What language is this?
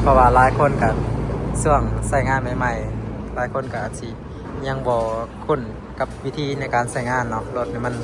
Lao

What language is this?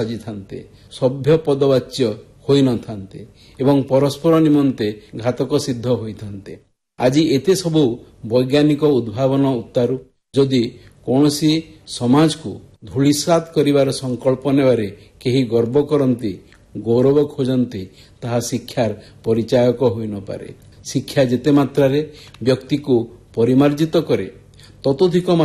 Odia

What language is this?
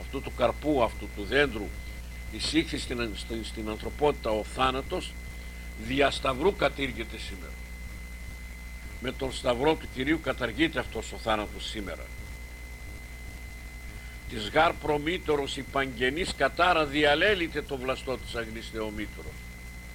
Greek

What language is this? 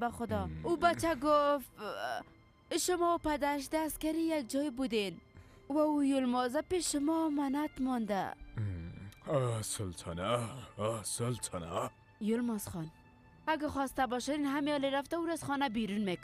Persian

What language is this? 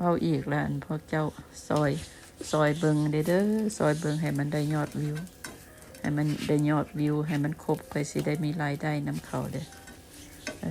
Lao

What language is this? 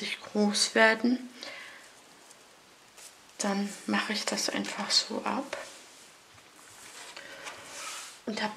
German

